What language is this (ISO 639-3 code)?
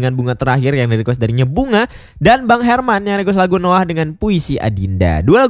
ind